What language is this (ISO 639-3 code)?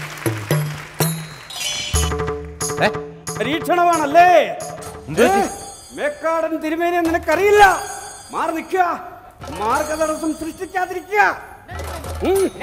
mal